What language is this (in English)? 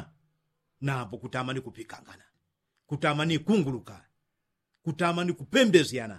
Yao